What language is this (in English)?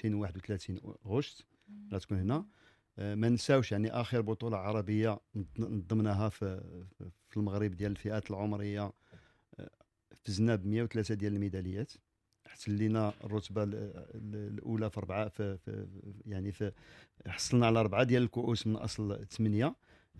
Moroccan Arabic